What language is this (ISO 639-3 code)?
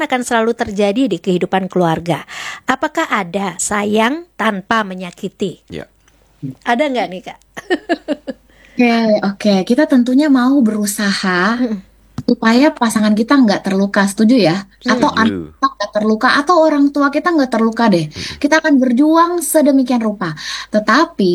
ind